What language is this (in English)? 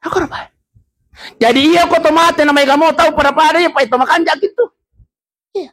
Buginese